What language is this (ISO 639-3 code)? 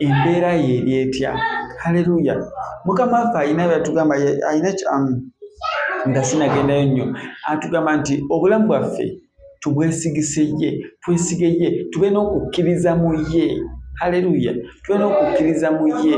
lug